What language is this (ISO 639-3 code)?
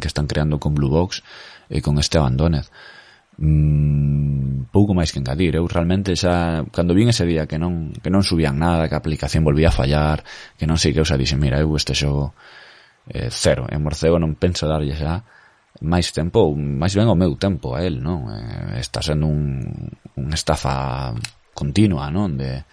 glg